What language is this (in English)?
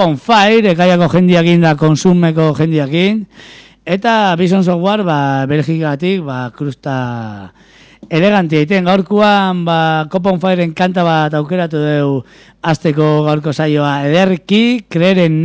Basque